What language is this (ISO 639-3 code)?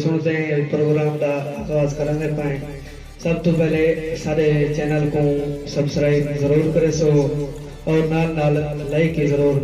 skr